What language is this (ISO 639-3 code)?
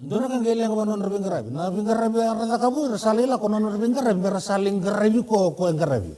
fij